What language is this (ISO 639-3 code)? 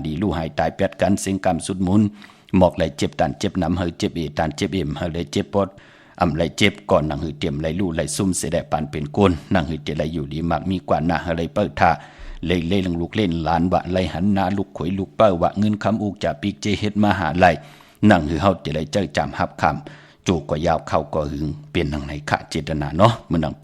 shn